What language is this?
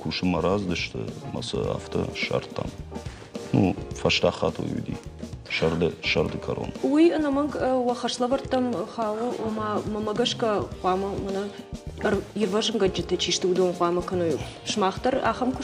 Ossetic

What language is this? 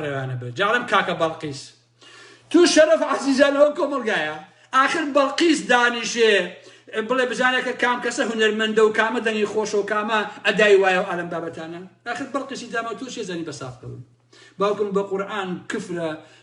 Central Kurdish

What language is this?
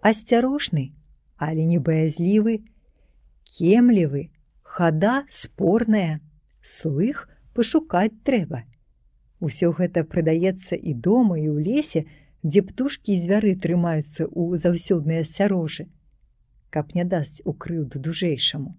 Belarusian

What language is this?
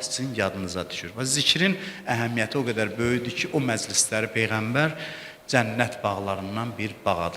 Azerbaijani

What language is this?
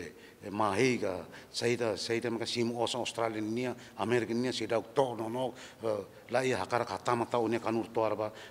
Tetum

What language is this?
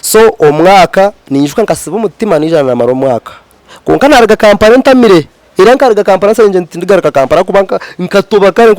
Nyankole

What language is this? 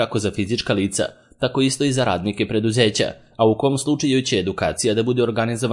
Serbian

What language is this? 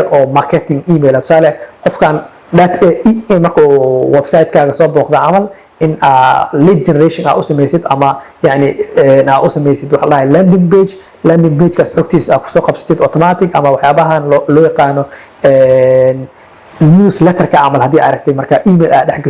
Somali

